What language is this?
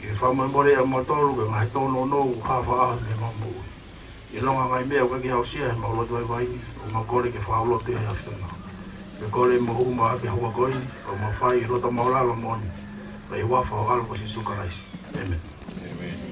Tongan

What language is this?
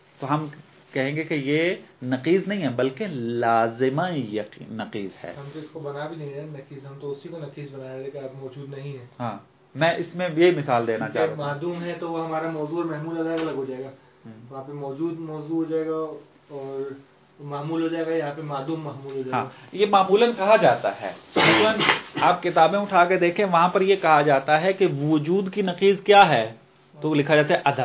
Urdu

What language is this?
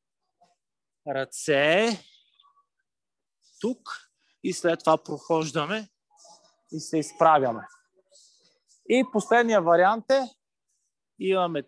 Bulgarian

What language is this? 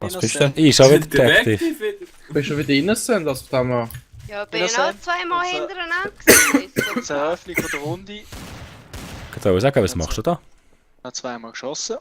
Swiss German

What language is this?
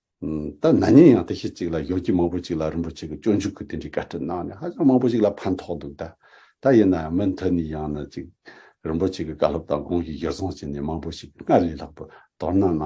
Tibetan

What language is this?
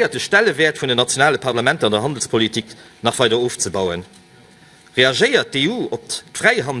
Luxembourgish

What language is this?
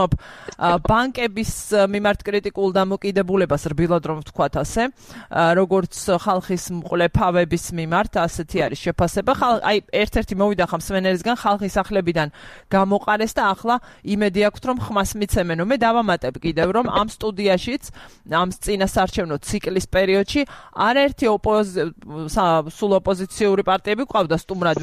Georgian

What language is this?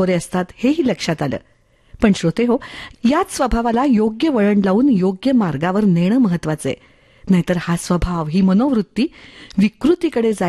Marathi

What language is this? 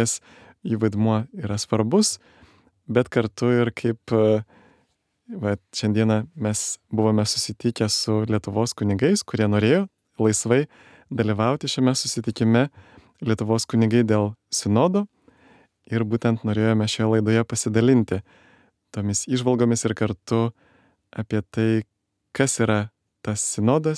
Lithuanian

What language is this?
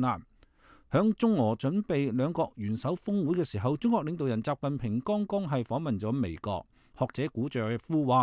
Cantonese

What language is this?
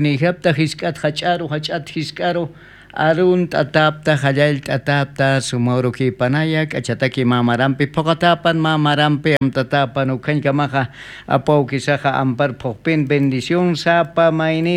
Aymara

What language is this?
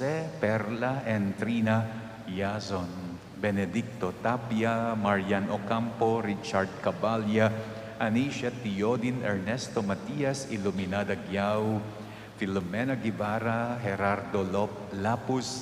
Pampanga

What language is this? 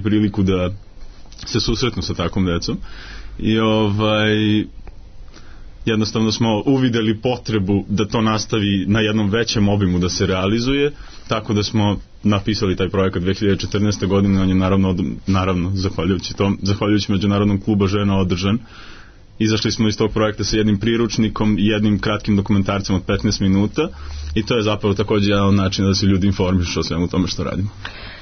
Serbian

